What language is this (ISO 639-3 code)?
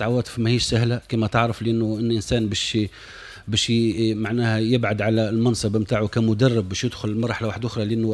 aeb